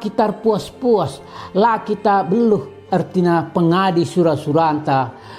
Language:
Batak Karo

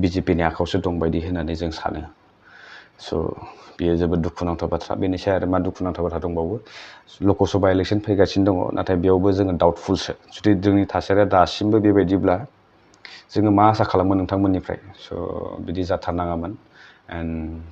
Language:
Bodo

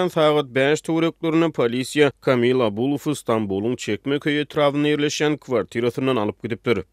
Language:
Turkmen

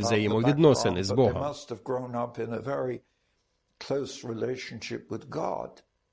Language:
Ukrainian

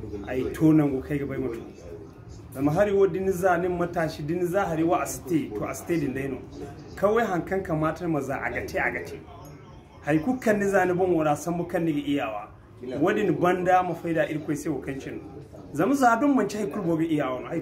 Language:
Zarma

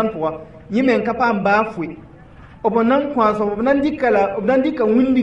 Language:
Mossi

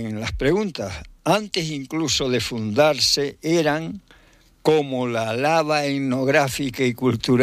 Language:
Spanish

